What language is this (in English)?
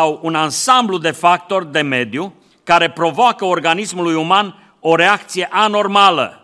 Romanian